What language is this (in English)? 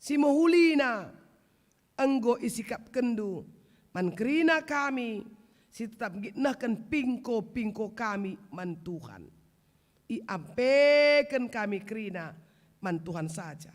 Batak Karo